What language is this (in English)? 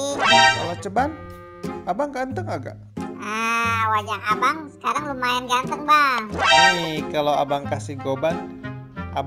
Betawi